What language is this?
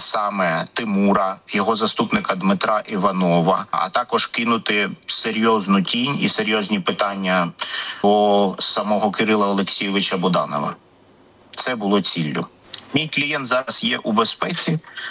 Ukrainian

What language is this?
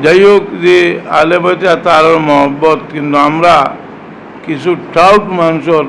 Sylheti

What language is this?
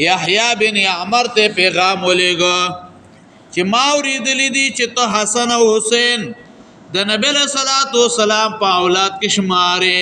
Pashto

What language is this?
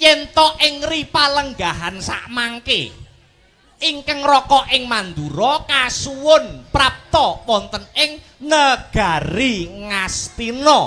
Javanese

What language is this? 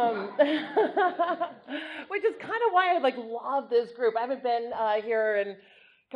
English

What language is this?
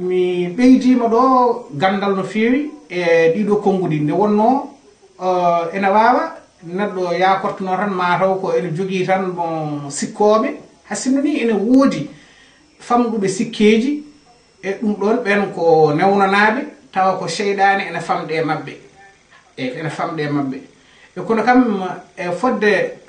Fula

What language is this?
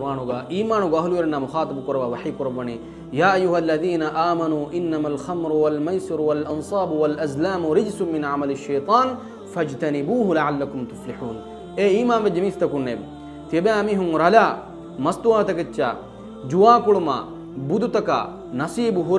Divehi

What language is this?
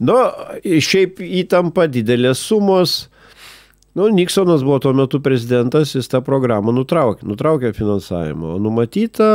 Lithuanian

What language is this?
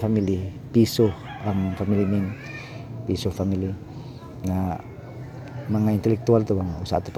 Cebuano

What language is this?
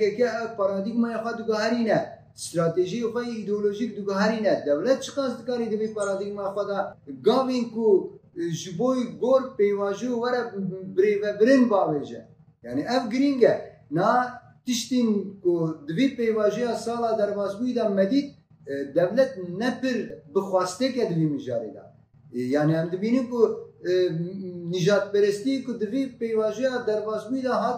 Kurdish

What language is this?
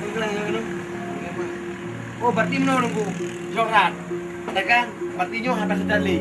Achinese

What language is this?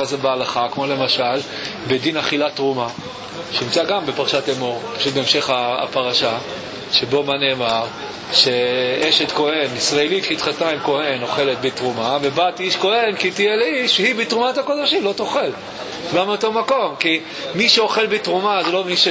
Hebrew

